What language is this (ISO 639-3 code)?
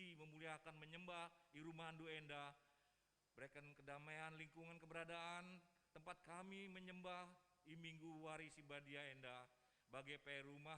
btx